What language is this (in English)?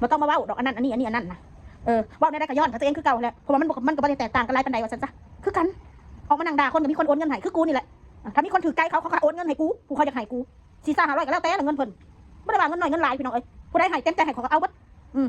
Northeastern Thai